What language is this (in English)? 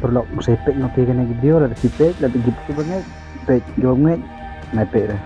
Khasi